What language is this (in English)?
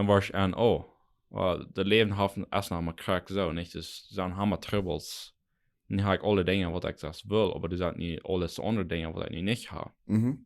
Plautdietsch